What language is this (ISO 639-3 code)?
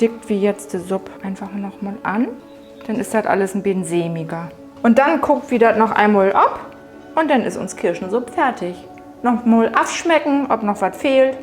nds